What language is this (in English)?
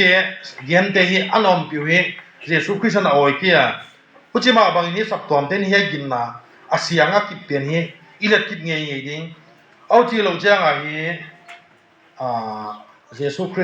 Tedim Chin